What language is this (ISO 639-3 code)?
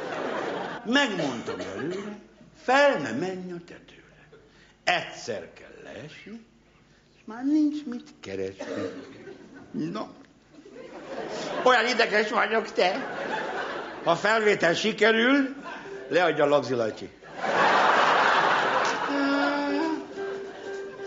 hun